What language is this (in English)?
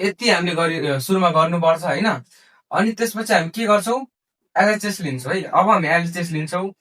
Nepali